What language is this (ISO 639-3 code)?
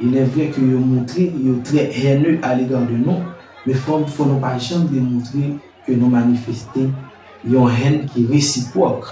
hat